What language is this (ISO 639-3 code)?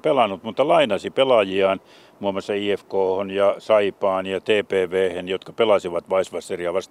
fin